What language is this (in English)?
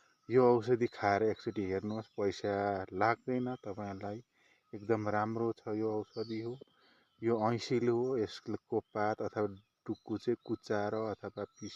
Nepali